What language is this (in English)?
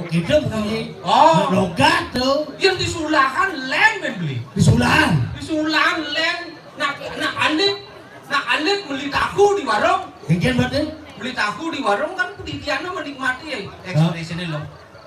Balinese